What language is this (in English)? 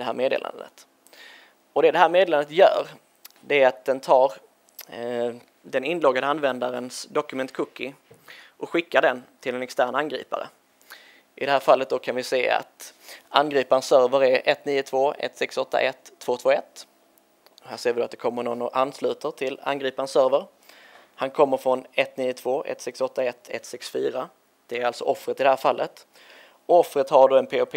Swedish